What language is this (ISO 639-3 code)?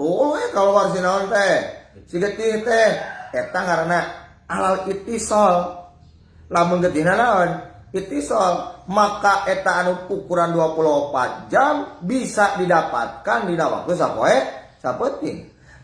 sun